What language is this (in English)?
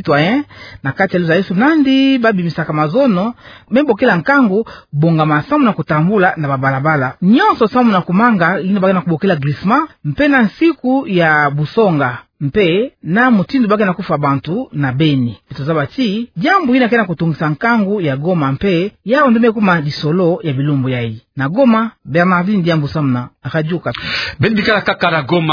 Kituba (Democratic Republic of Congo)